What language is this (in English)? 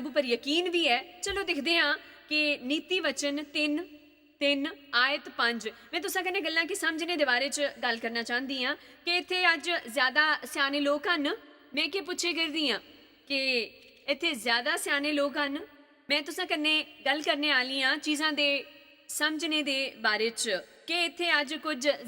Dogri